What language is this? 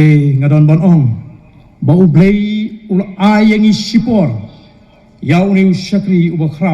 Khasi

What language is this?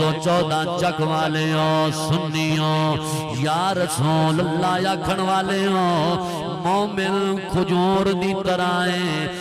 Saraiki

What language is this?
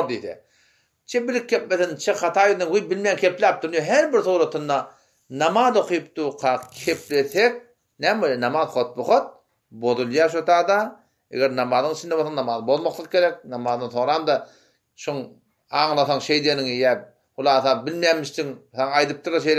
Turkmen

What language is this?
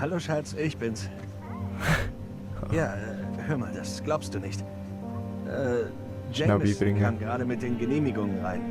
Swiss German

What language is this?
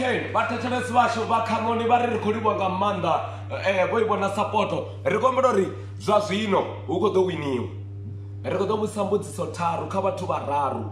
Venda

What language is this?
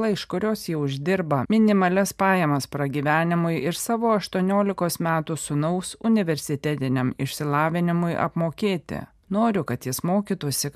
Lithuanian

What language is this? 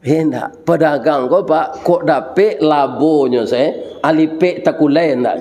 Minangkabau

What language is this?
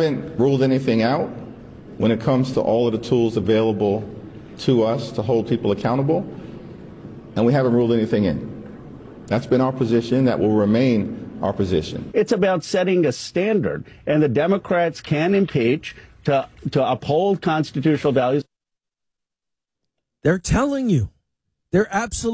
English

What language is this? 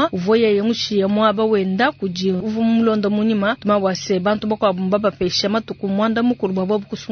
Luba-Lulua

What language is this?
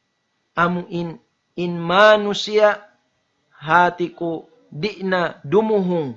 Tausug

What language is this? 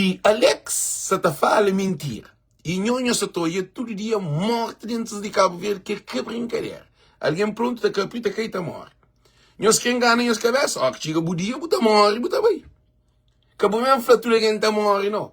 Kabuverdianu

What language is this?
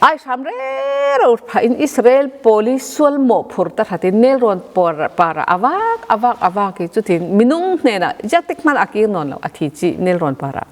Falam Chin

